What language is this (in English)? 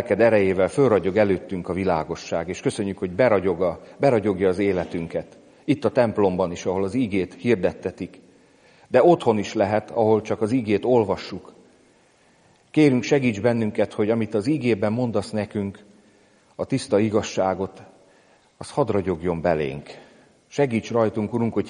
Hungarian